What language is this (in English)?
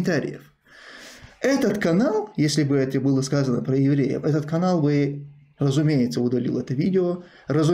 Russian